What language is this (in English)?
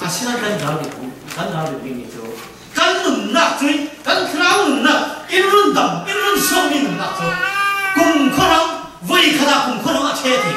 Falam Chin